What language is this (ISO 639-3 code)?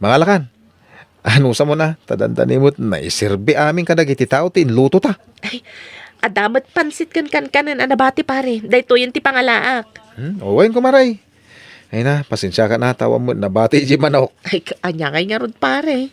ilo